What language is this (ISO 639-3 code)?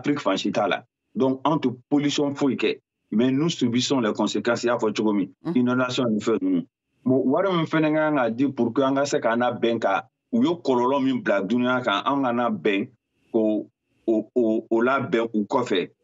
bam